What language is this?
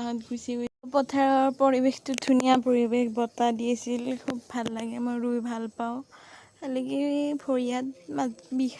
Assamese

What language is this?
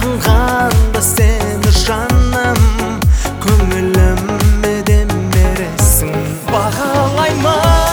Kazakh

